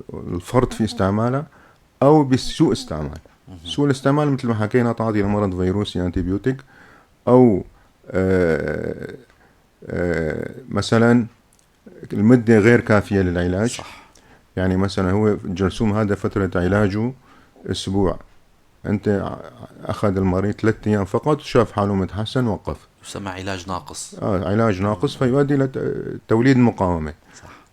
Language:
North Levantine Arabic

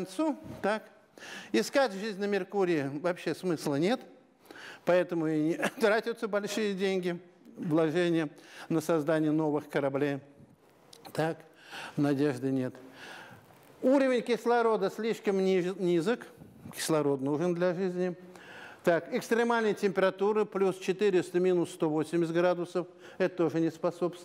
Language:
Russian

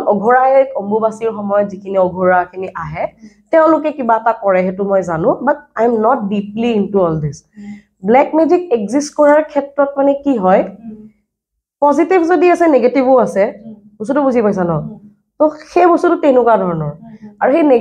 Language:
Assamese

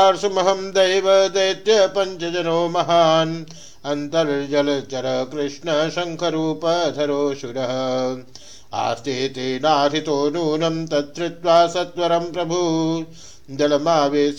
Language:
Sanskrit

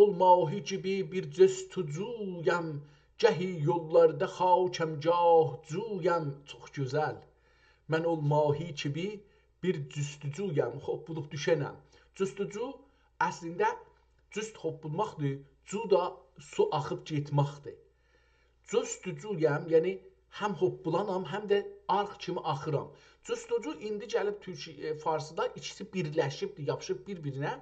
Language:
South Azerbaijani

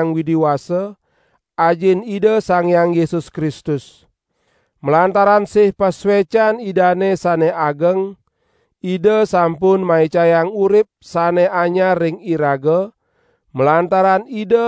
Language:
Balinese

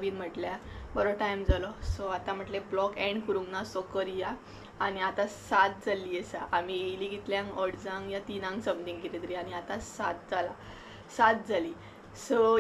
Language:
Konkani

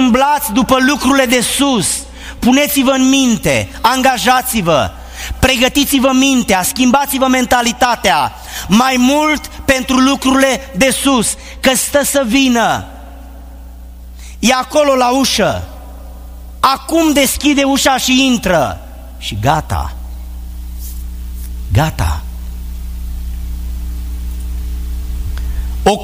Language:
Romanian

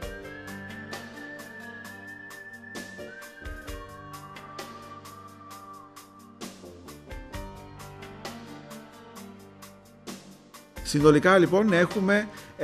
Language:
Greek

